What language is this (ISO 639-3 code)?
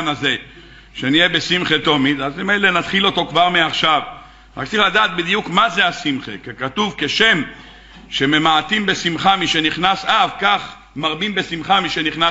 heb